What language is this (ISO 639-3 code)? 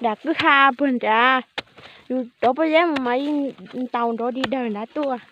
hmn